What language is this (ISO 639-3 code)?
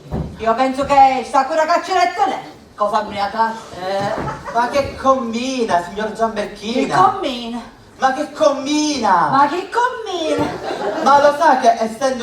scn